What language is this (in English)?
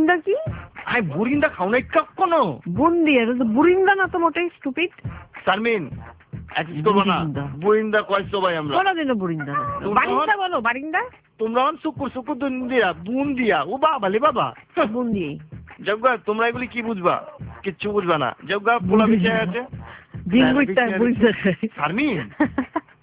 Bangla